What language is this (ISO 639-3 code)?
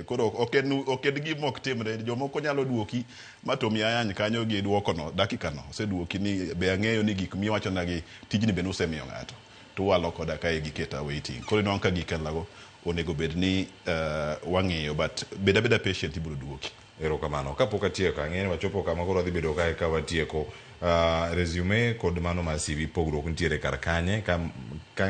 luo